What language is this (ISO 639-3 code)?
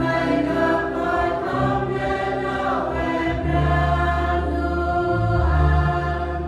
cmo